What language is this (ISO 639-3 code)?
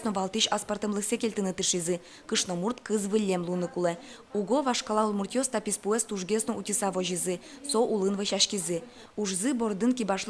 udm